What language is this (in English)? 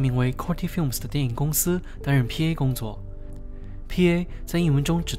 Chinese